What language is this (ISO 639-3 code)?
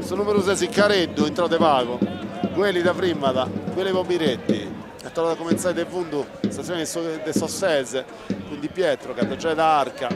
srd